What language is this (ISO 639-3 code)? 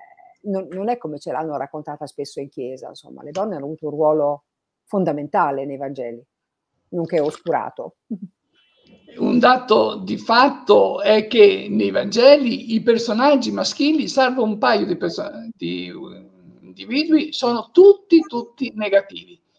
ita